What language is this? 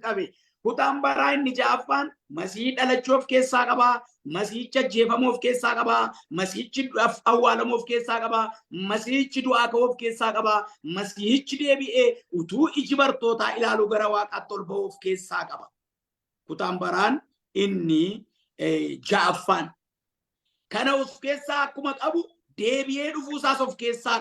Oromo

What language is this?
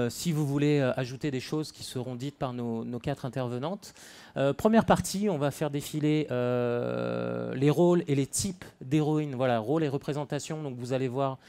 French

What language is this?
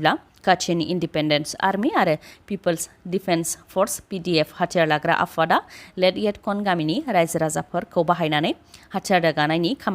Bodo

